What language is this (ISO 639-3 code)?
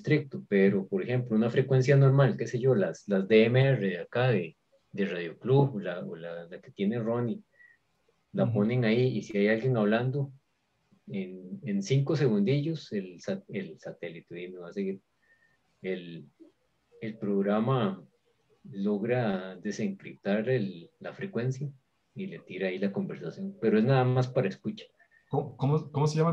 spa